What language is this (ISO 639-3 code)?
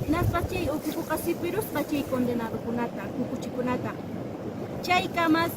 que